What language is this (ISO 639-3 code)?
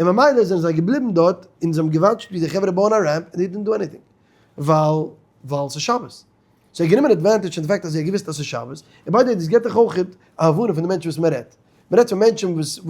yid